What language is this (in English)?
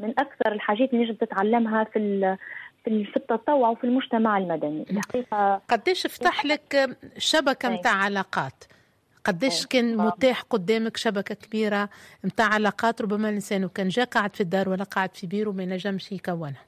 Tunisian Arabic